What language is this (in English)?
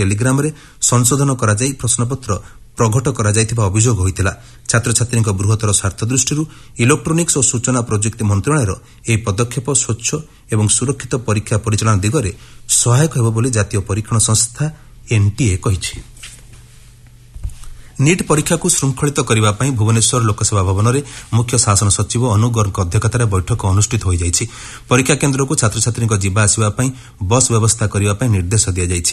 Odia